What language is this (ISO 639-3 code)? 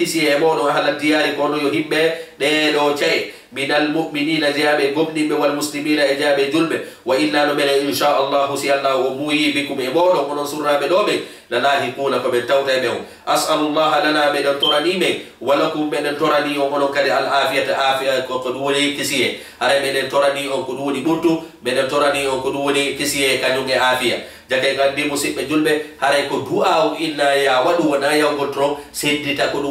ful